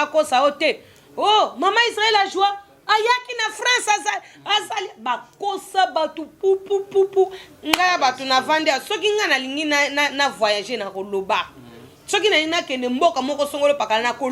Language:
Lingala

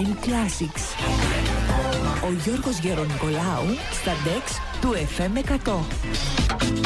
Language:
Greek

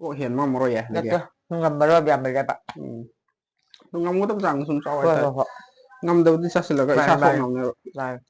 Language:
Manipuri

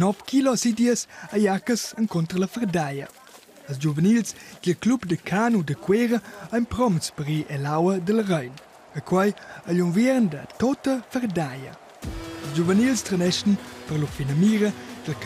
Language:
Romansh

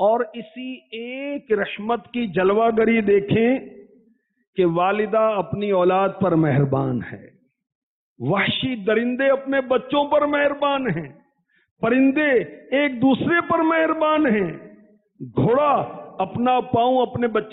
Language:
Urdu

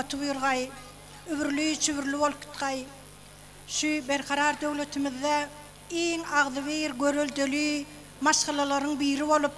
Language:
Turkmen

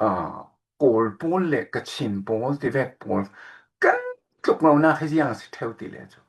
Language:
Falam Chin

